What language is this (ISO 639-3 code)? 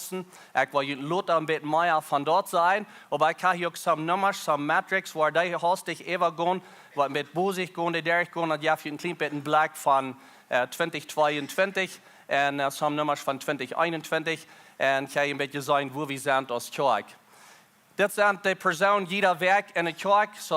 pdt